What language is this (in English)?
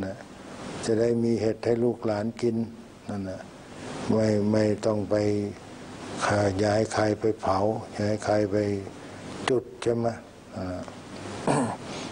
Thai